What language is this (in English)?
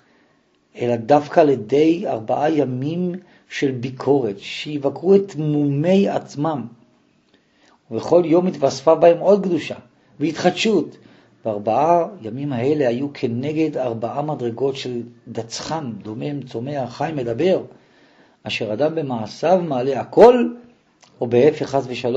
Hebrew